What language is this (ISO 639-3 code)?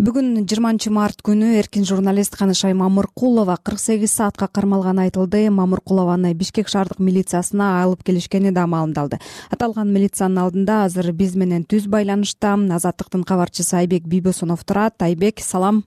kir